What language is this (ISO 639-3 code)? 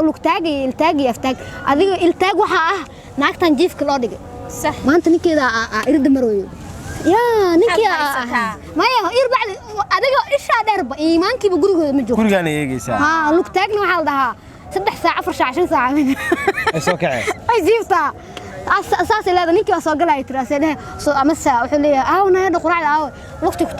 som